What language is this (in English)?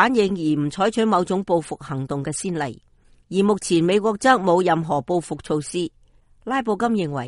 Cantonese